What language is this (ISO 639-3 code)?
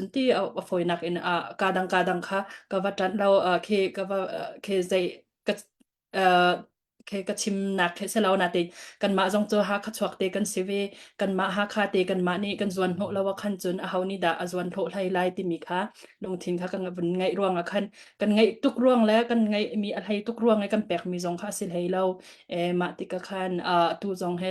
cnh